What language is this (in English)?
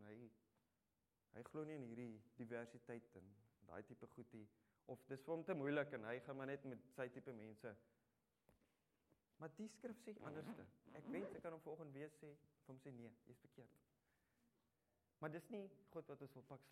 Afrikaans